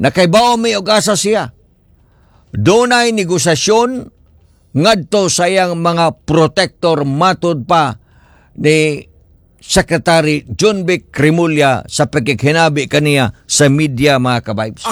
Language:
Cebuano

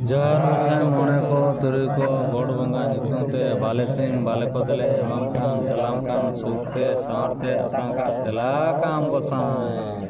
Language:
Santali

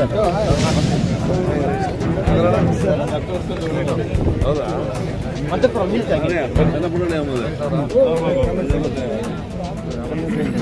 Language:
Kannada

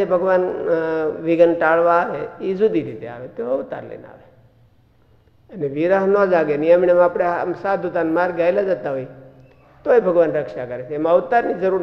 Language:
Gujarati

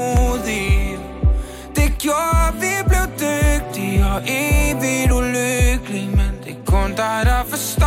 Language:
Danish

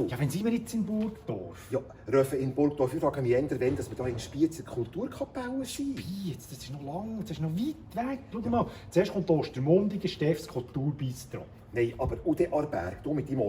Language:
Swiss German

